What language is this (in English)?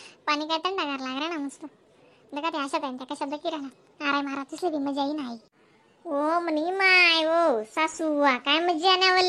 Khandesi